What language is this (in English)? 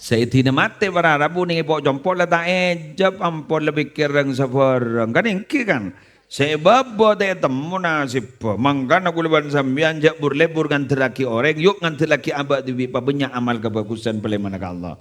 Madurese